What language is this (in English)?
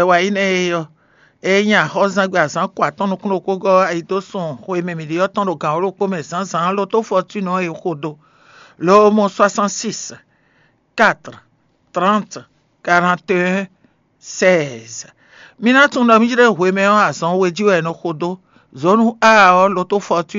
Fon